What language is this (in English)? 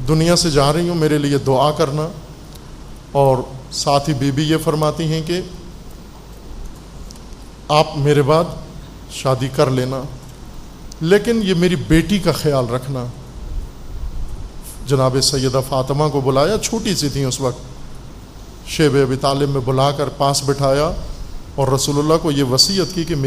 Urdu